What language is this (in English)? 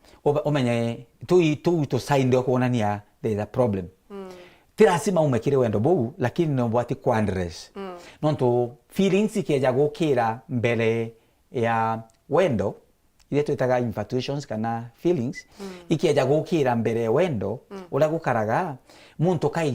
Meru